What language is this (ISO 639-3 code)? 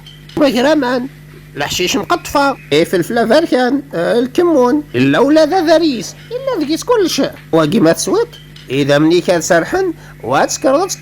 kab